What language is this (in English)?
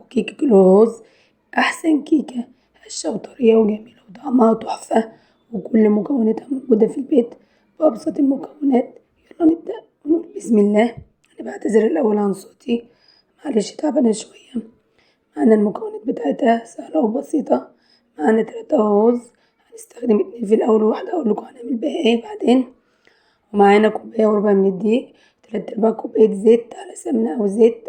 Egyptian Arabic